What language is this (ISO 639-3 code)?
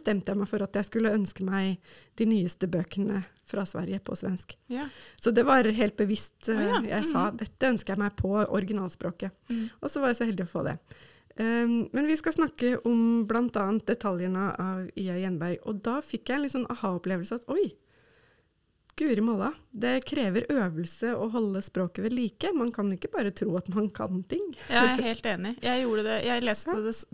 nor